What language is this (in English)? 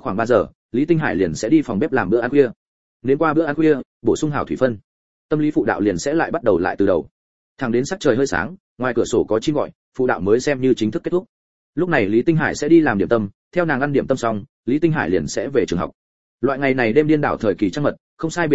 Vietnamese